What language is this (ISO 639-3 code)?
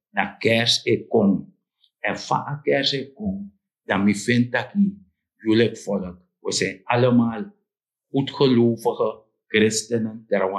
srn